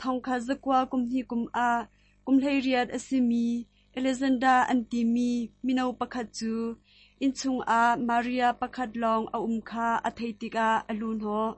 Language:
Hakha Chin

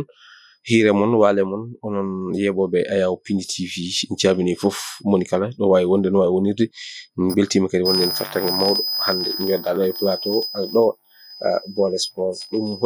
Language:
Fula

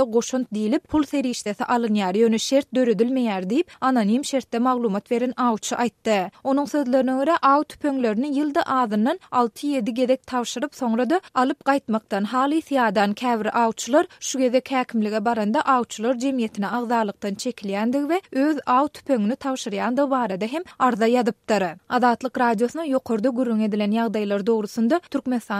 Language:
Turkmen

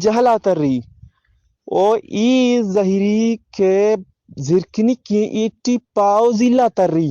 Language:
Eastern Balochi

